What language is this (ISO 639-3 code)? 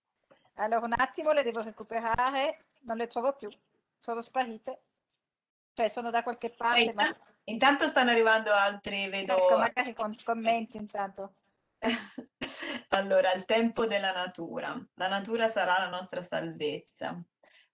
ita